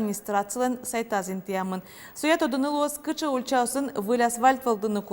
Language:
Udmurt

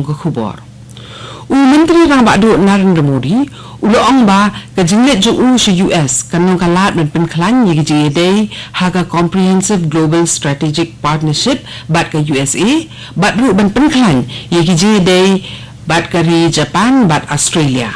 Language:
Khasi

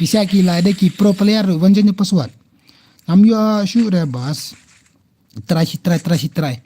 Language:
Khasi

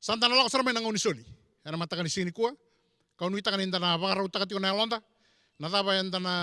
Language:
Fijian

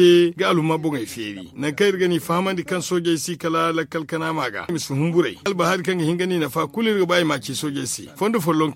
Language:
Zarma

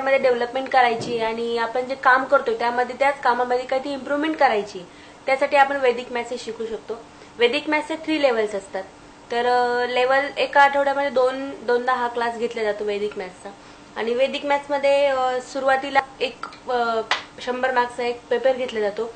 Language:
Marathi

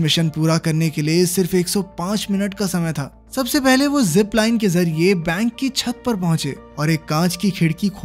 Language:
Hindi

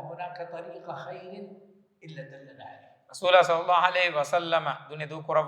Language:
Divehi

